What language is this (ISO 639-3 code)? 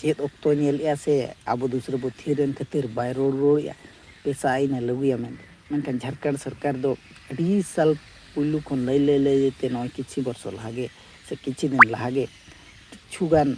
sat